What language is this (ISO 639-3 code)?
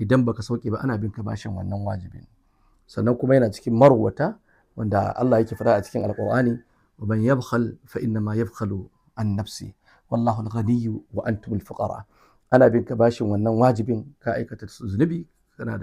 hau